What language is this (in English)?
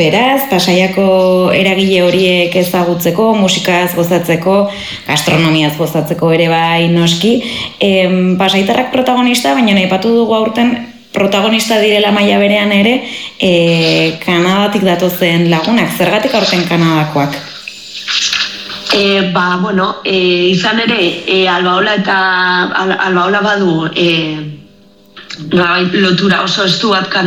Basque